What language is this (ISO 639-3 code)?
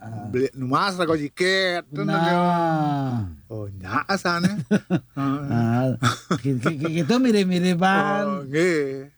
ban